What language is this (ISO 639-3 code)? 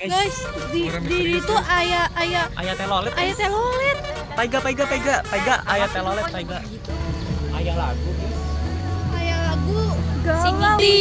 sun